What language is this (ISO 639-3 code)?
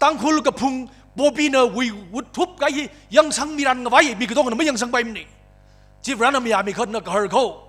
nmf